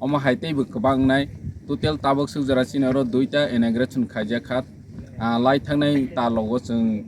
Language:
Kok Borok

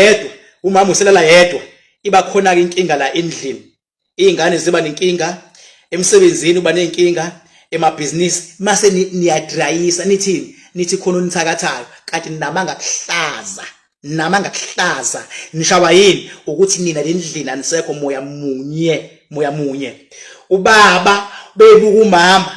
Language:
Zulu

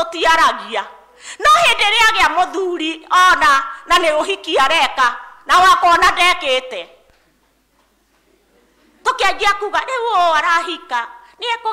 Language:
Kikuyu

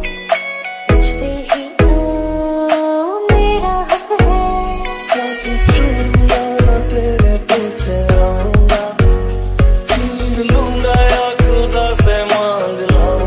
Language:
Hindi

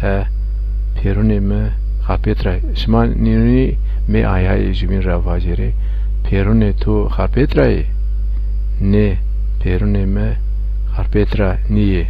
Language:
Zaza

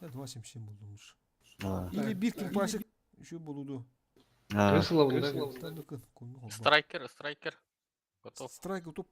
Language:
Yakut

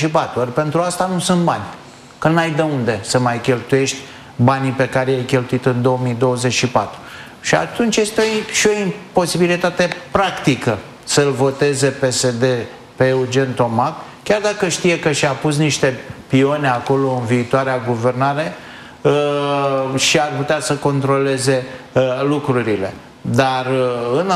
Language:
Romanian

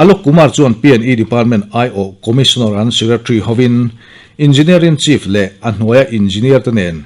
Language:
Mizo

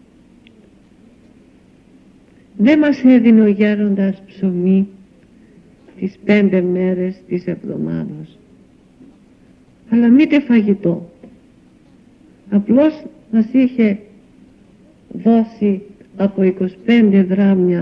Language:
Greek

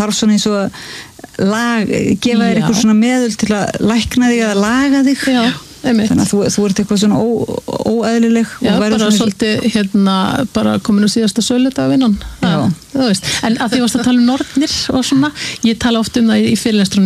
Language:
Icelandic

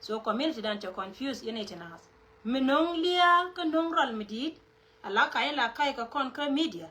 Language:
Nuer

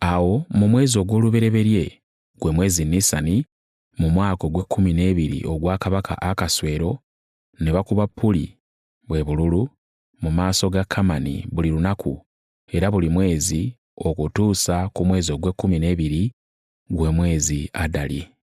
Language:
Ganda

